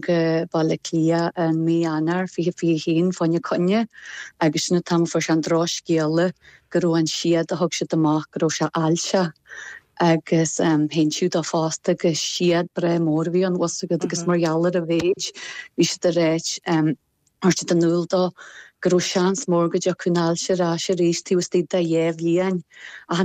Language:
Irish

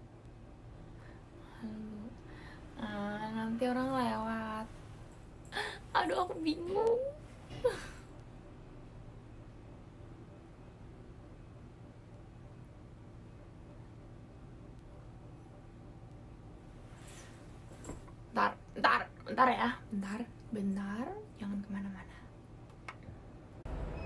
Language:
Indonesian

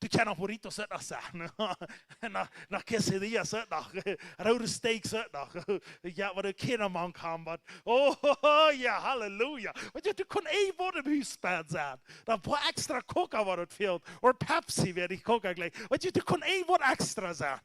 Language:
Plautdietsch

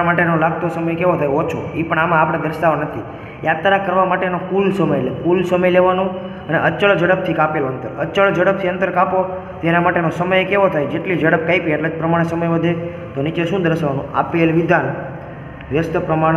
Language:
Gujarati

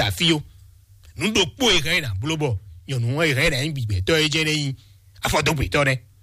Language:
Fon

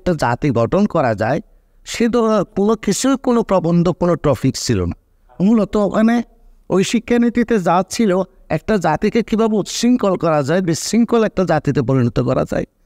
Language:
Bangla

